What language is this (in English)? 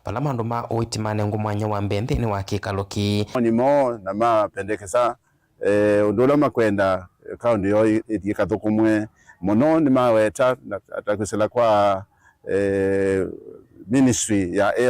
Kamba